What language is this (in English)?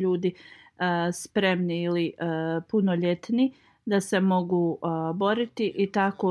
Bosnian